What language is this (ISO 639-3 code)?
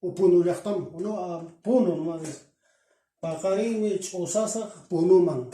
que